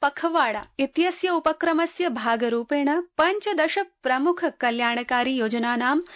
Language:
Sanskrit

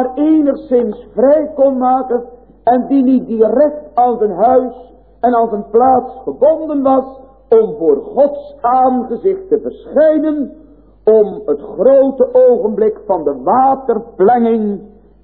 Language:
Dutch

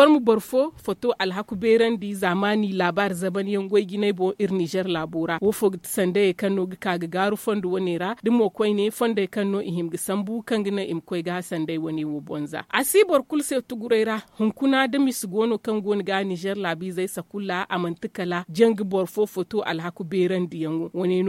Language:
Zarma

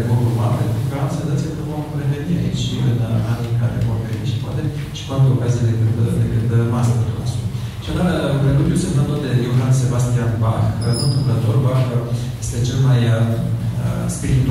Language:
Romanian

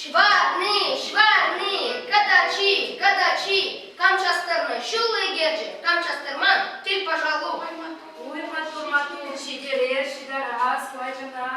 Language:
Chuvash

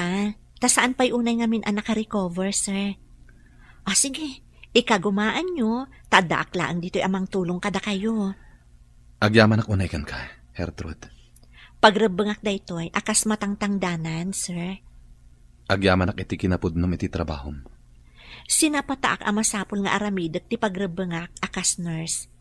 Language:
Iloko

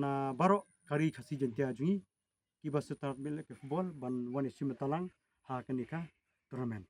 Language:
Khasi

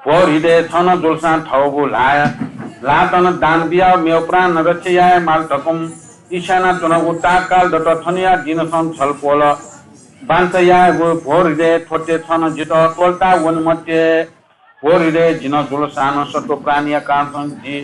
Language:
Newari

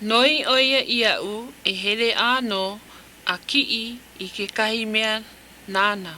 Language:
Hawaiian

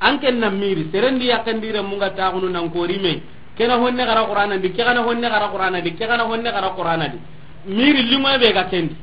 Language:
Soninke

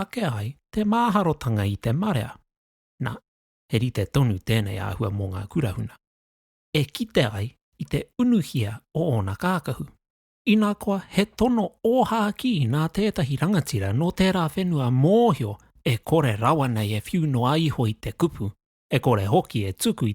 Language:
Māori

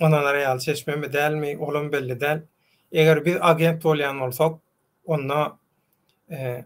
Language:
Turkmen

